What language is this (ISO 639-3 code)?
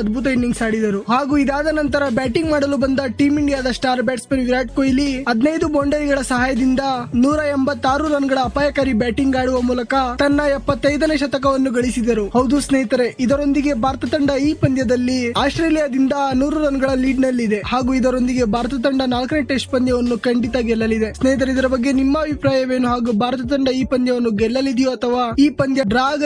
kan